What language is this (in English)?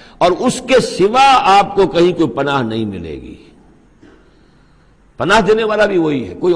Urdu